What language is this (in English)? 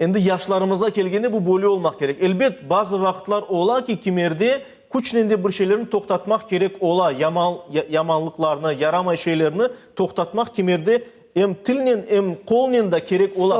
Crimean Tatar